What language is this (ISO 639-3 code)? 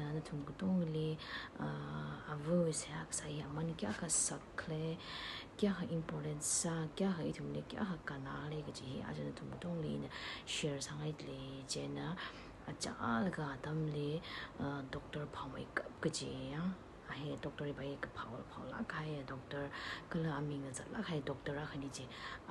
nmf